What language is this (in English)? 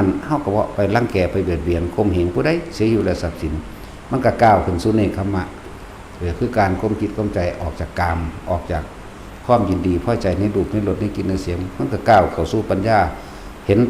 Northeastern Thai